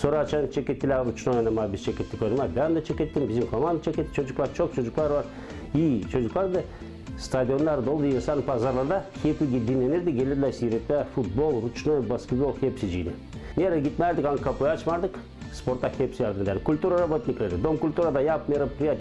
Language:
Gagauz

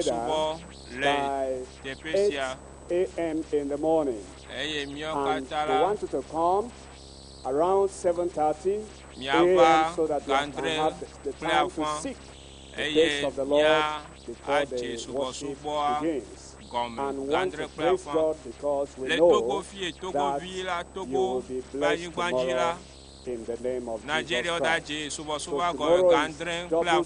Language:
Ewe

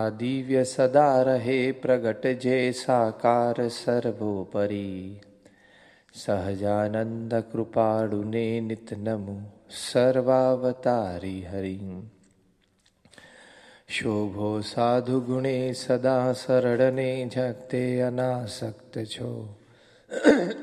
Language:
Gujarati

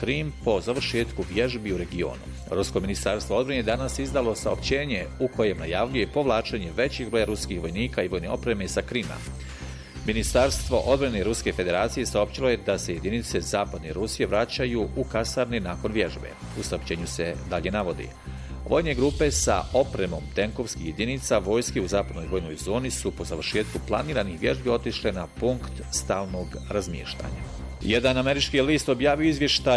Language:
Bosnian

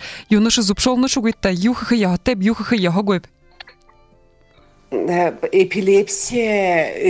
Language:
Buriat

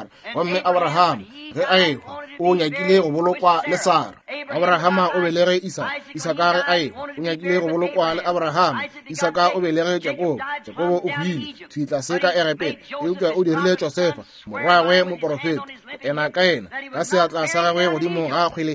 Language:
Northern Sotho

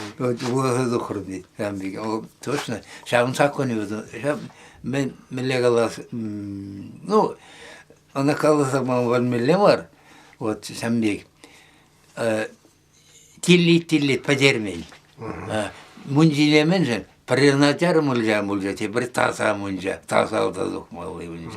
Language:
Chuvash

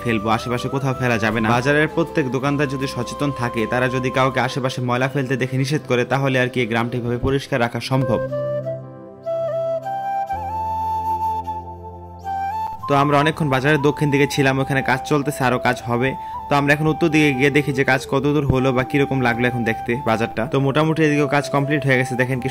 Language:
Bangla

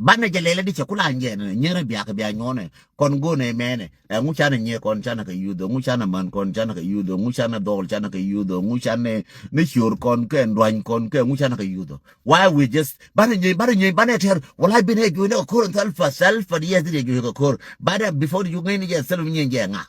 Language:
Nuer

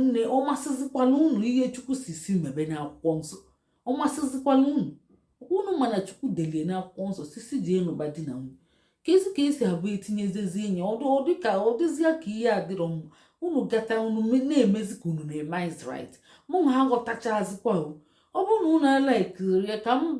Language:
Igbo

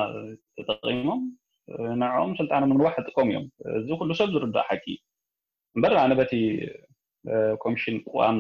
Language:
Tigrinya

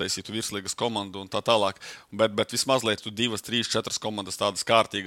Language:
Latvian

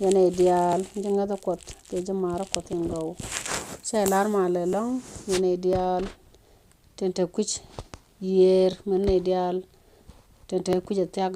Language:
Nuer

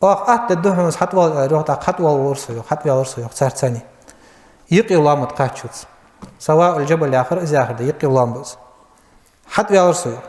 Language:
Ingush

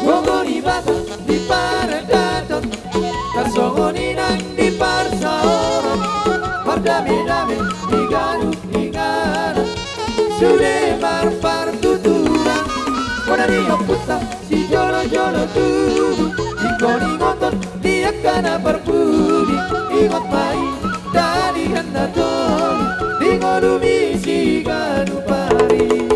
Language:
Batak Toba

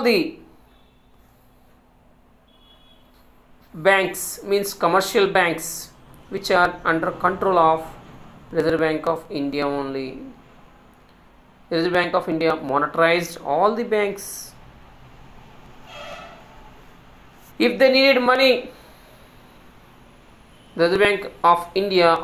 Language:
English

